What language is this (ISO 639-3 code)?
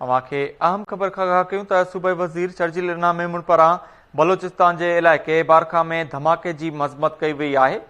snd